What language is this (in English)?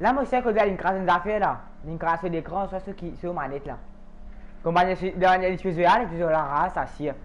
Morisyen